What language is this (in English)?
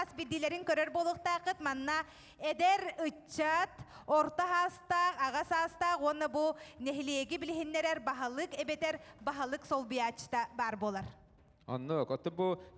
Yakut